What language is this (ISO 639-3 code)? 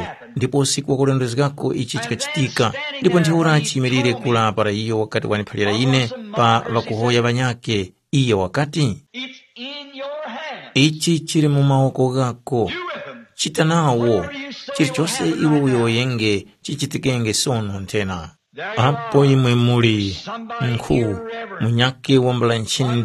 tum